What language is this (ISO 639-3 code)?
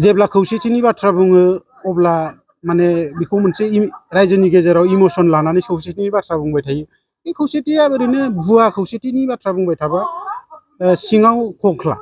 brx